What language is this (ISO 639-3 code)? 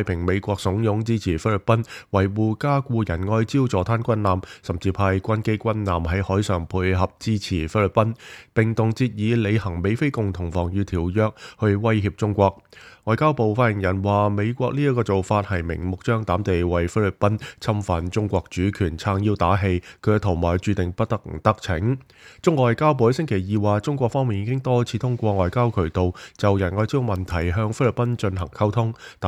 yue